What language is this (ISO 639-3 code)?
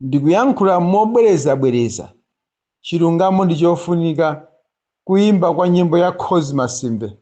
nya